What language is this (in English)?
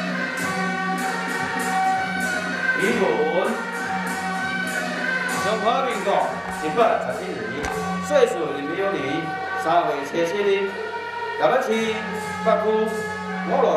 Chinese